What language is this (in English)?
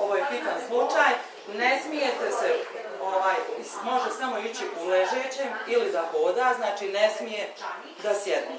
Bosnian